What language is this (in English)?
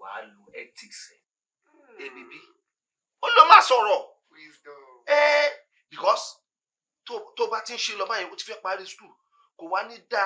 Yoruba